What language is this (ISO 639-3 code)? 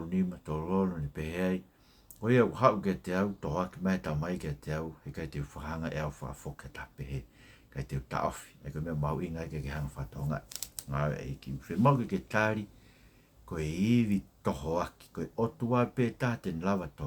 ton